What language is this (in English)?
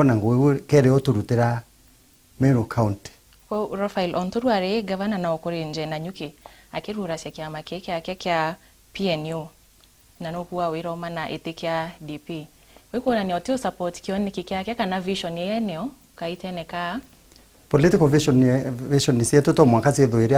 Meru